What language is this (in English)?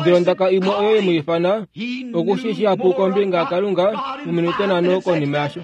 Kuanyama